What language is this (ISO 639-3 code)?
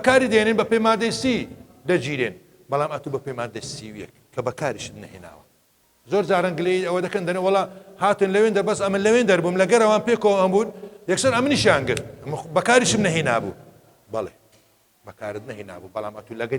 ckb